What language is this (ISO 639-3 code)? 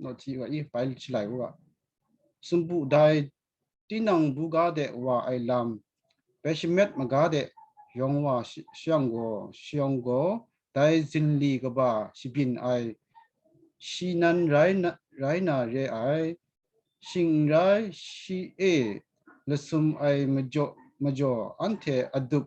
kac